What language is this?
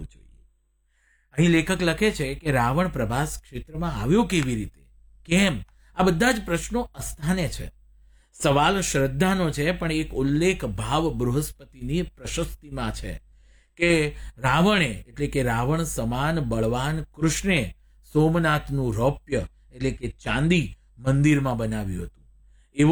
Gujarati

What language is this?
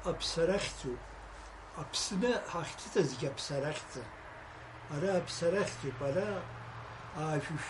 Abkhazian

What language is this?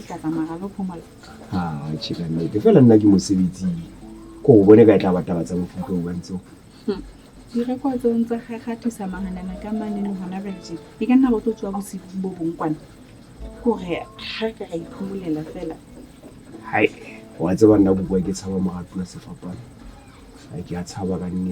Southern Sotho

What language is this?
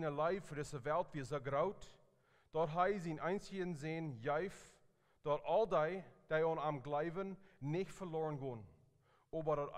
Plautdietsch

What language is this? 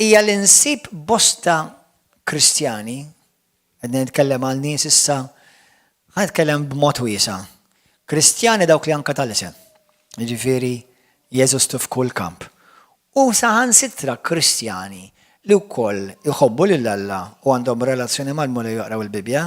Maltese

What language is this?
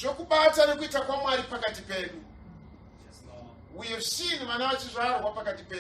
Shona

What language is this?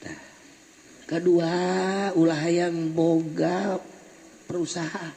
Sundanese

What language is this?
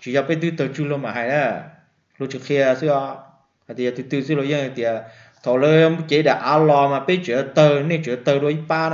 Hmong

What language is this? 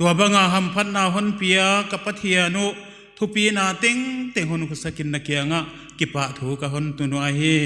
Paite Chin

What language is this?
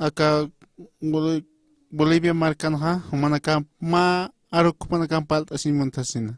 Aymara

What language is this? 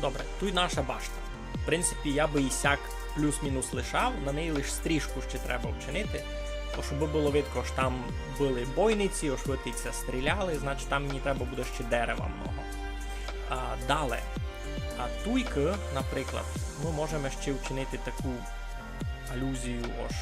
Rusyn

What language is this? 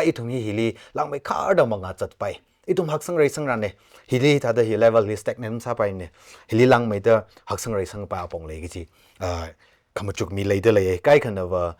Tangkhul Naga (India)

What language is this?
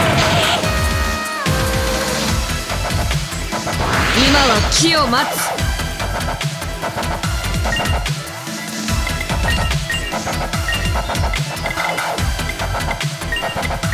Japanese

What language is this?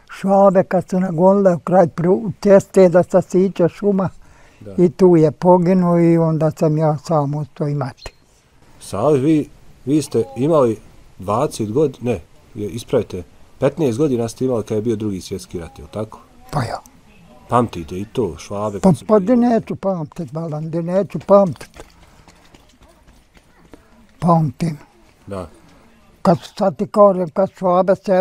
Bosnian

